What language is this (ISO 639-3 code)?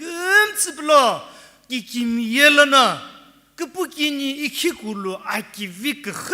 nsm